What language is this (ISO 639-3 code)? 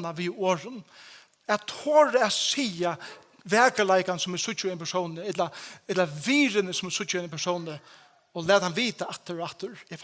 fao